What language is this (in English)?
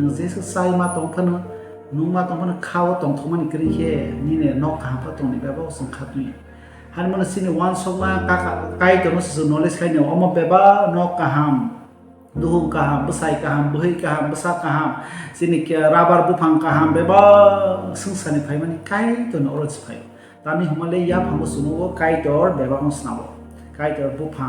Kok Borok